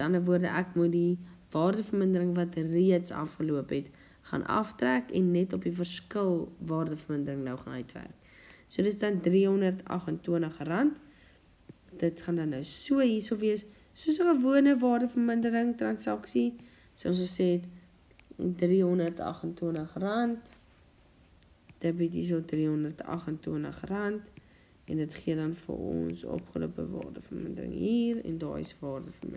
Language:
Afrikaans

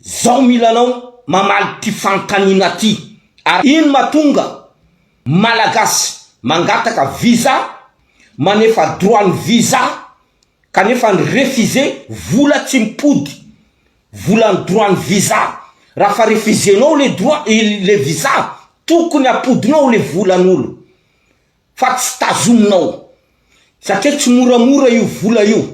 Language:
Malagasy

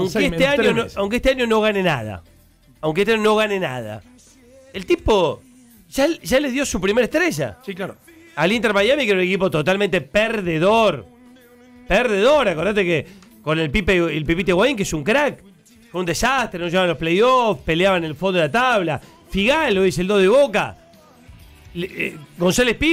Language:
Spanish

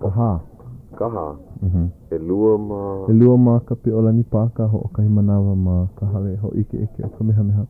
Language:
Hawaiian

